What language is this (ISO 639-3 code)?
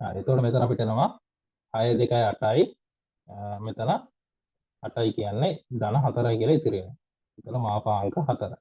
sin